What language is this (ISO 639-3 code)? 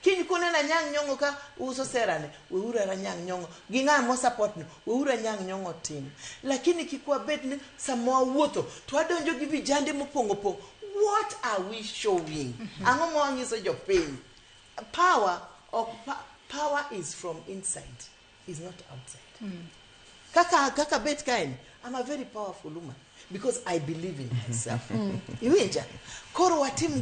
luo